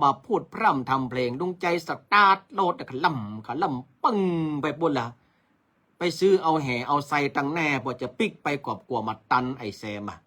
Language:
Northern Thai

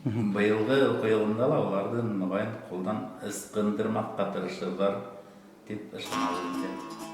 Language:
Bashkir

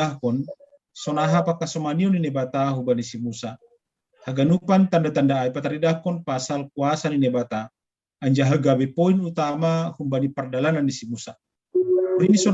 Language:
Batak Simalungun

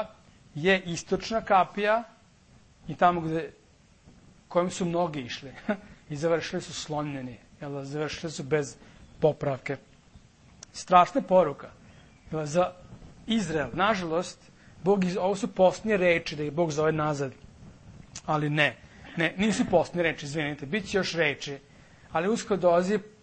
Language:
Serbian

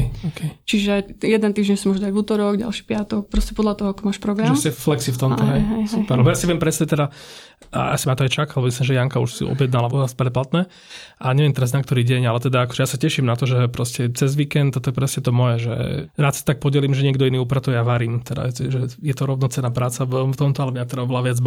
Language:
Slovak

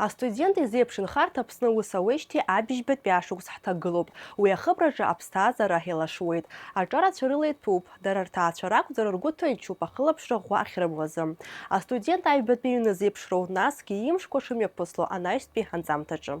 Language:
Abkhazian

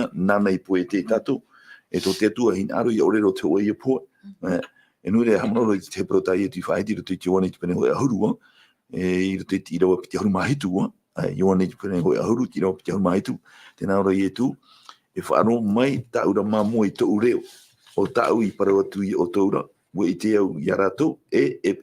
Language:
Tahitian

